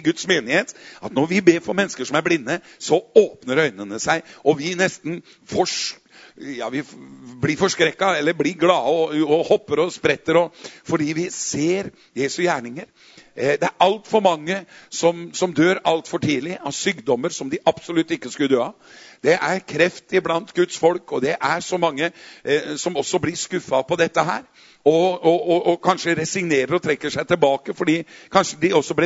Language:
Norwegian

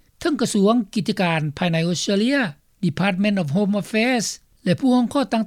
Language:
Lao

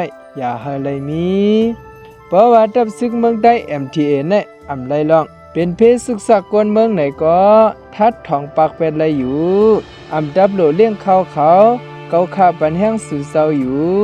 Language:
Shan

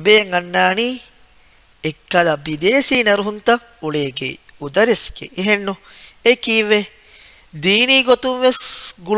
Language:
Divehi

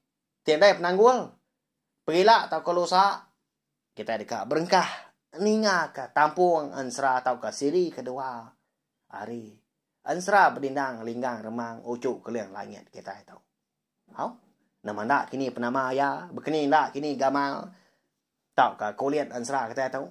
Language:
Iban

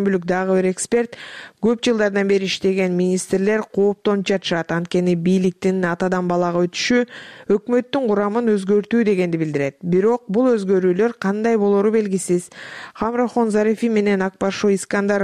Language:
Kyrgyz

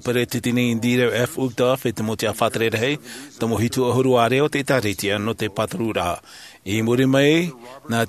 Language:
Tahitian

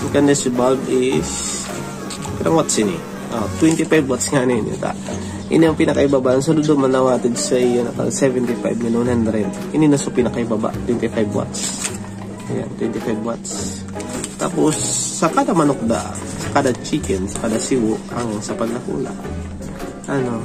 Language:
Bikol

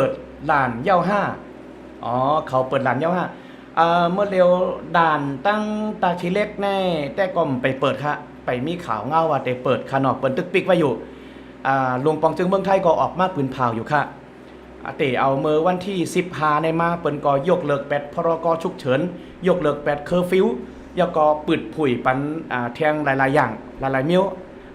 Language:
Shan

